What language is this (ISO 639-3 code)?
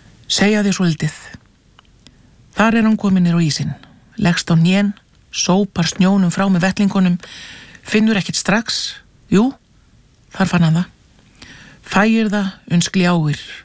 isl